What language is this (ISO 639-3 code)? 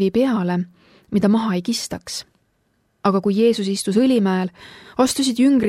est